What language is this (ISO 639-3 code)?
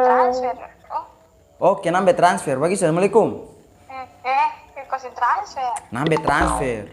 abs